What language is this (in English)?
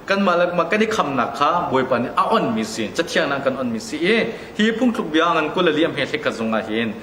Hakha Chin